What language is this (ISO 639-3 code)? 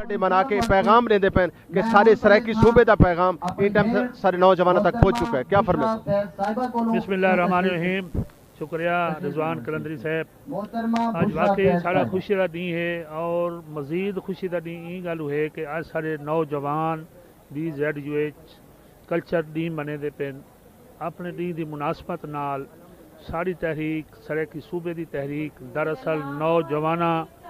skr